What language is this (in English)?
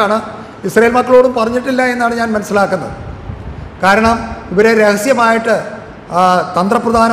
Malayalam